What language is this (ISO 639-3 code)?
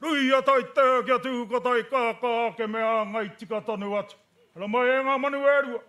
mri